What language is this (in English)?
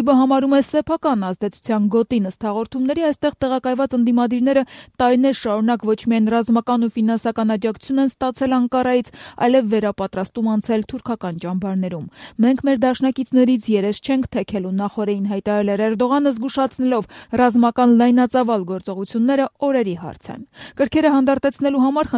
Armenian